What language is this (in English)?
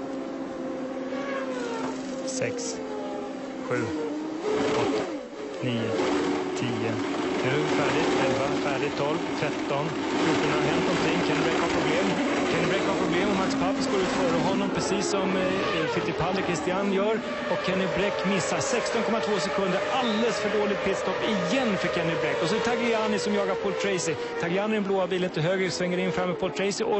Swedish